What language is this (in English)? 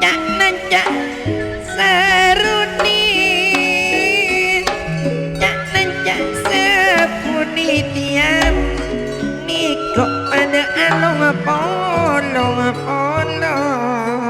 Madurese